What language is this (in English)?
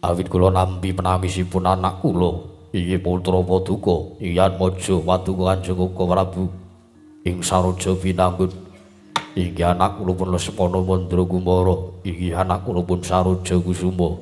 Javanese